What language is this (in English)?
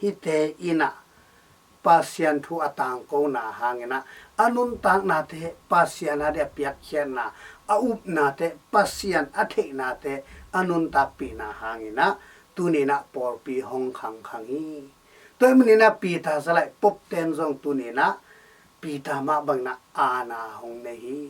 Tedim Chin